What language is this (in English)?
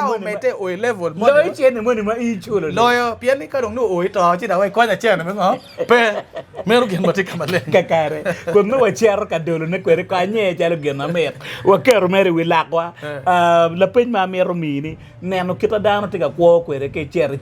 Acoli